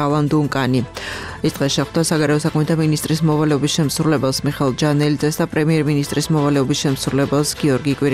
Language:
Georgian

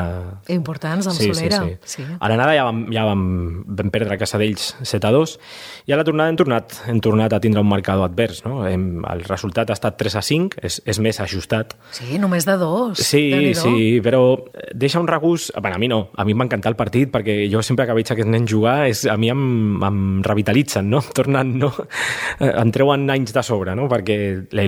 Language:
Catalan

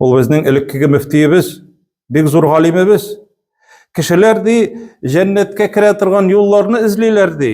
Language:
Tatar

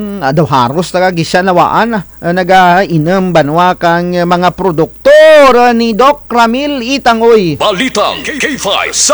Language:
Kinaray-a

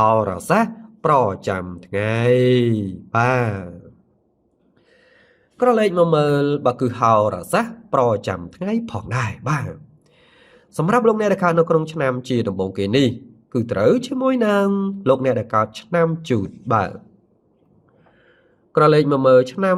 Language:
Khmer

